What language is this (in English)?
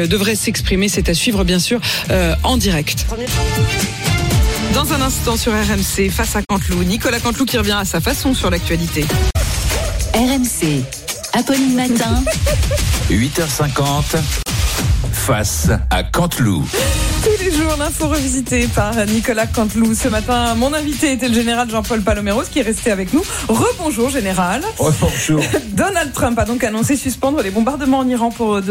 French